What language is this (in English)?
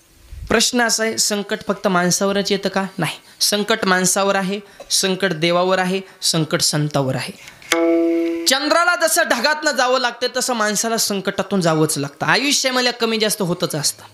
Marathi